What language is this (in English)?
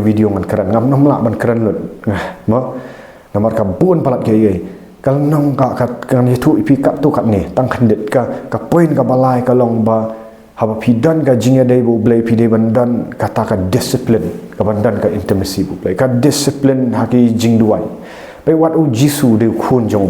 Khasi